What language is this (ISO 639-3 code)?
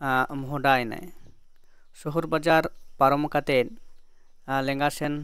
sat